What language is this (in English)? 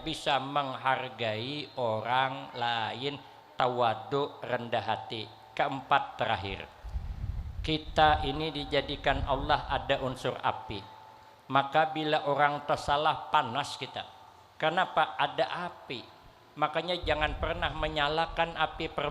Banjar